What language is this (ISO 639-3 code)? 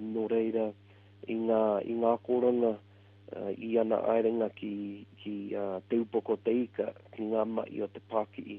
mri